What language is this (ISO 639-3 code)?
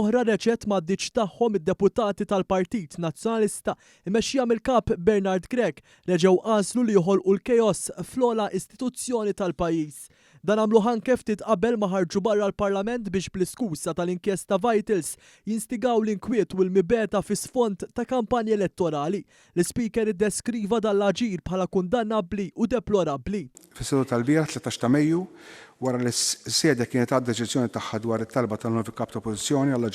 mlt